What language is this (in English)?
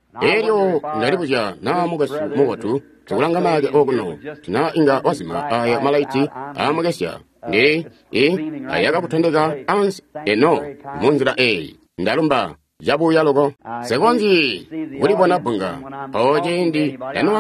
Tonga (Zambia)